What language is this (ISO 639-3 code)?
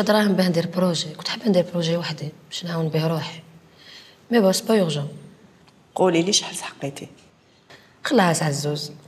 arq